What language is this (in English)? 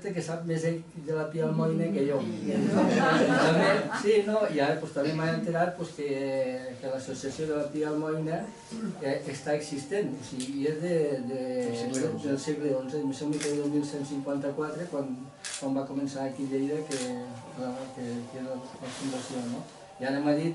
Catalan